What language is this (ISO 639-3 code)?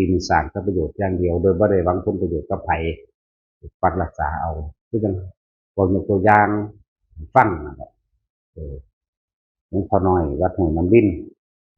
tts